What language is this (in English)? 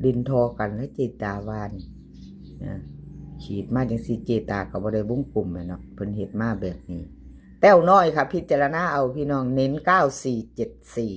Lao